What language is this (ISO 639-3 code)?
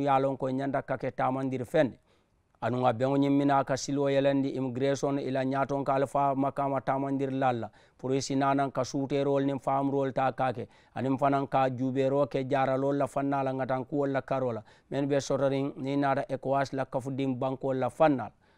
man